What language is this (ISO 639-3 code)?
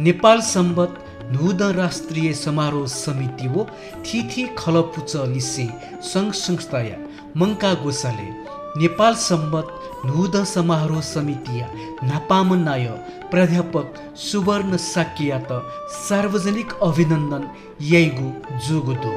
new